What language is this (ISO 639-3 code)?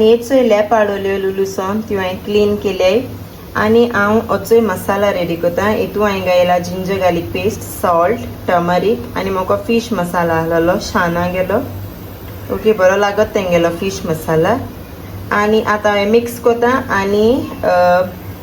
kok